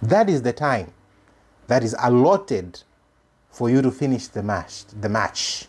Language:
English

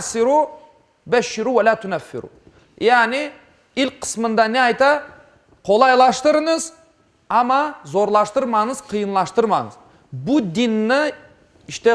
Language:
Crimean Tatar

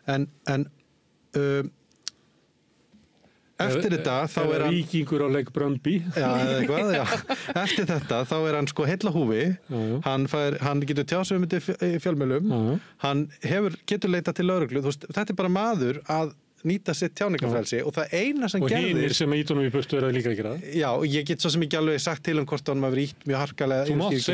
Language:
Icelandic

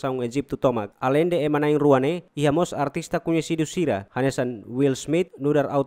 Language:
Tetum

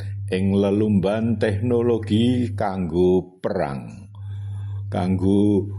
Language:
Javanese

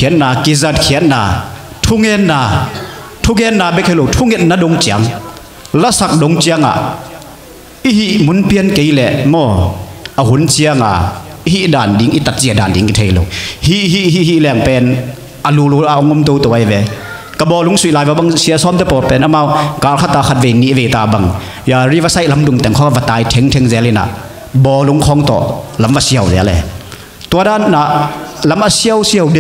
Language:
Tedim Chin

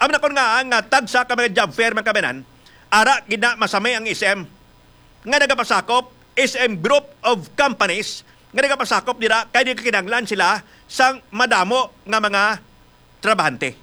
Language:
Hiligaynon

